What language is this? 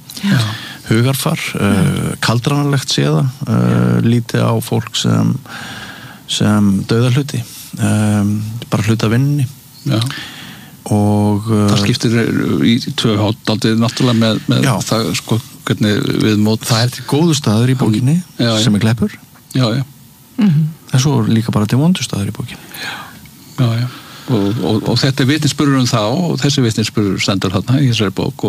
Icelandic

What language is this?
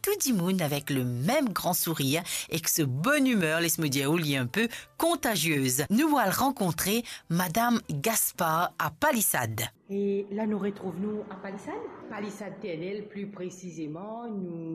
Morisyen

